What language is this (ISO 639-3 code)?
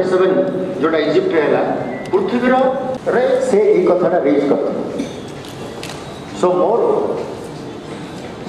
ori